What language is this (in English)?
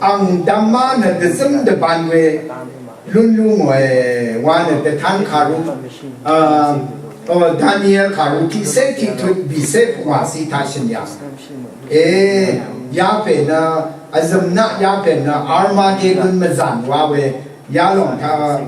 Rawang